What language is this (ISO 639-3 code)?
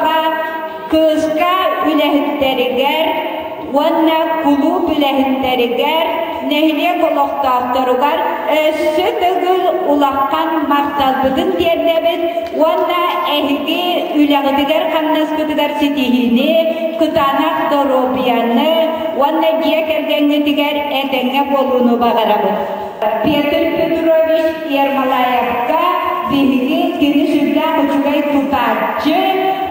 sah